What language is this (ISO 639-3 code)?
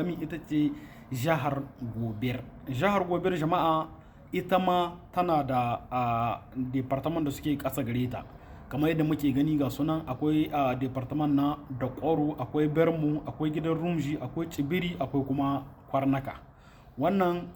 hau